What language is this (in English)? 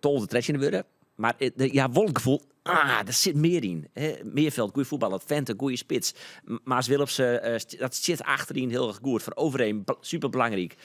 Western Frisian